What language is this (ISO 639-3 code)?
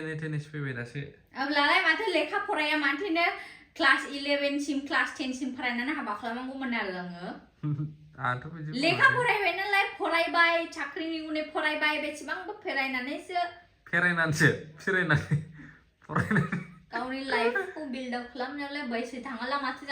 brx